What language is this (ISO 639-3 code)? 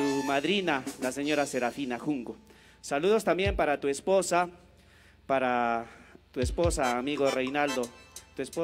spa